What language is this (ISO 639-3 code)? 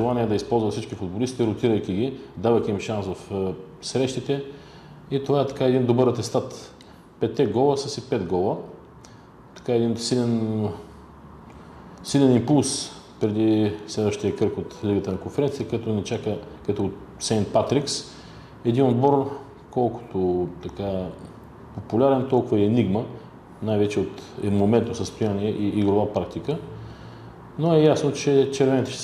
bul